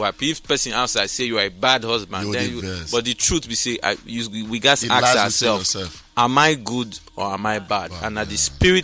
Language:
Nigerian Pidgin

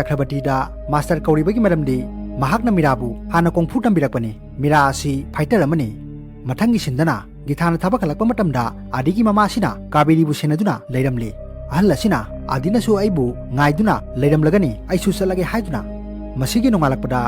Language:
Manipuri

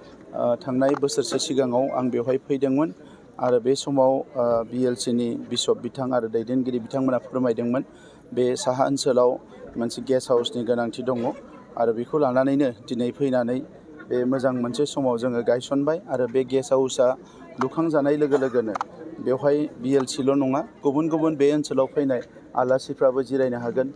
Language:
Bodo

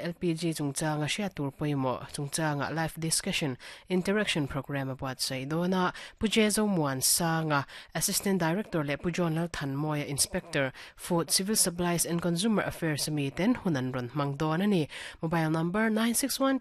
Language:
Mizo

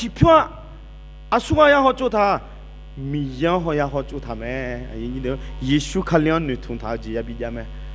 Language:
Akha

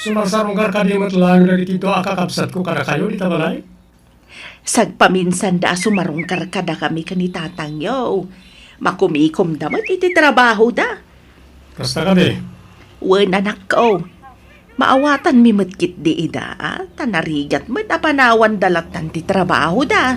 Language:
Iloko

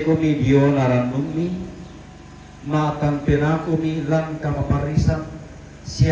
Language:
Toraja-Sa'dan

